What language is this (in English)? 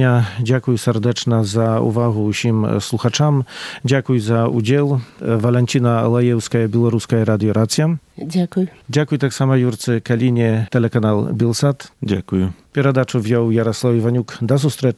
Belarusian